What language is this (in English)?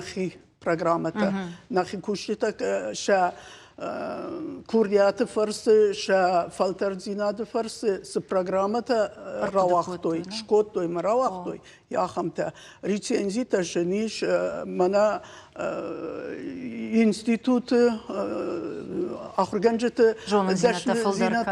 Ossetic